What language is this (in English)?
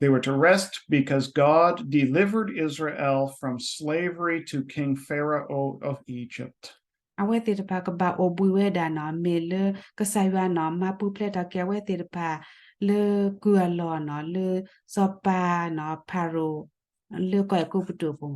S'gaw Karen